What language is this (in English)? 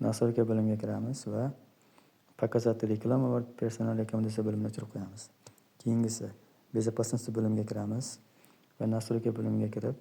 Uzbek